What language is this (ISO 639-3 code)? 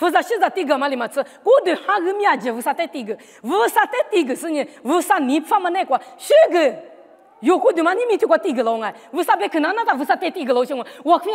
lis